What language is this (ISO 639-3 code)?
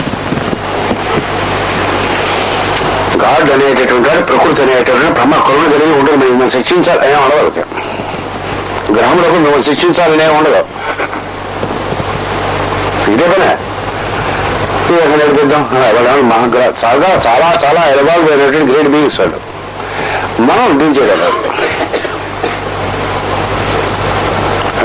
tel